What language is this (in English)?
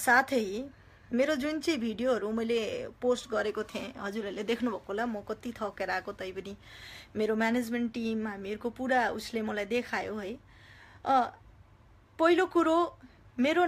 Nepali